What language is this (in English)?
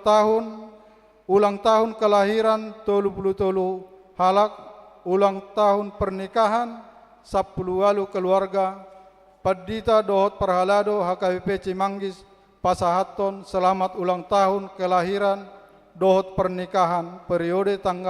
Batak Toba